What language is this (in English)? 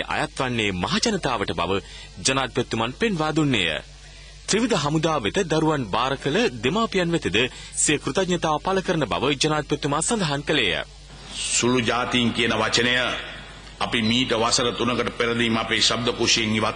Sinhala